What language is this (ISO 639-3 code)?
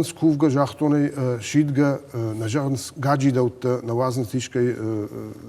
oss